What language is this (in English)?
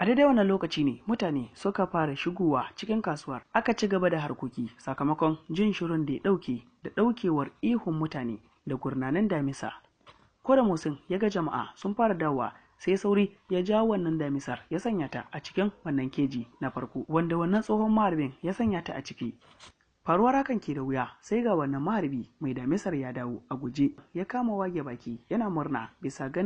Hausa